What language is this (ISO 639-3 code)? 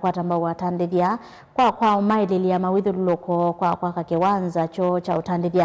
kam